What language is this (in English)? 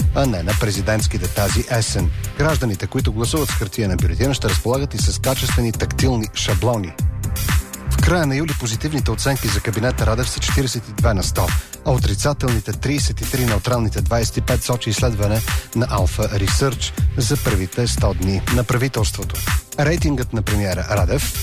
Bulgarian